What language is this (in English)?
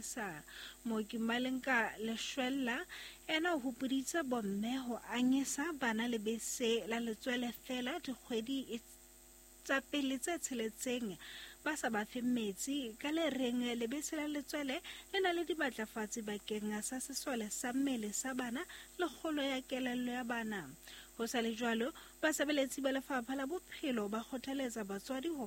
Southern Sotho